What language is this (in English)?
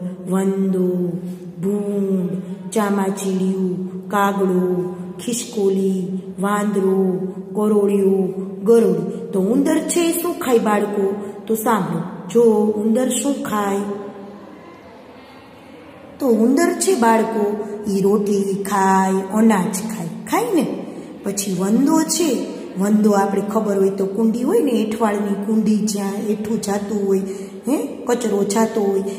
Gujarati